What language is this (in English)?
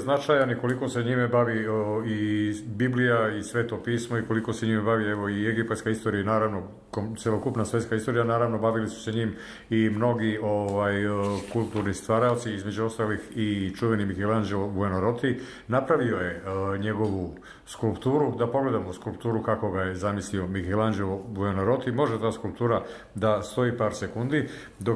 Serbian